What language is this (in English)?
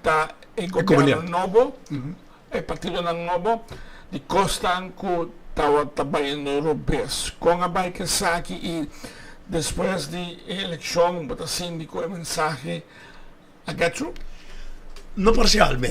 Papiamento